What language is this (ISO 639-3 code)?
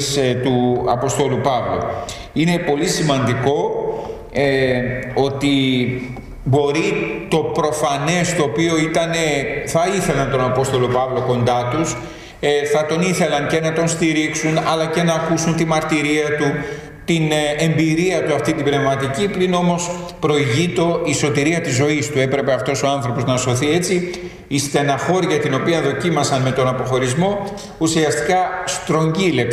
ell